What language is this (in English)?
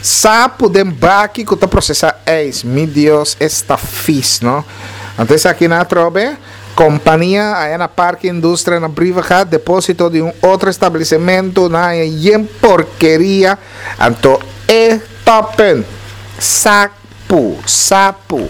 Papiamento